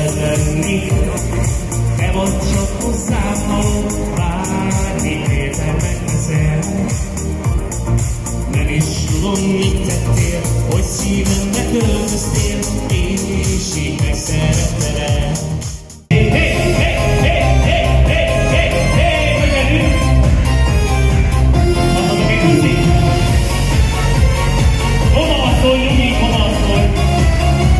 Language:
Hungarian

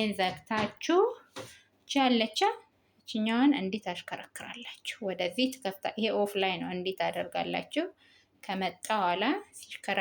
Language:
Amharic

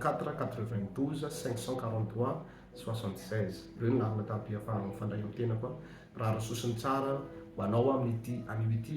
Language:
Malagasy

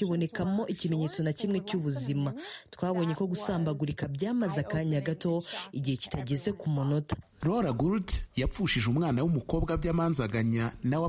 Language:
Kinyarwanda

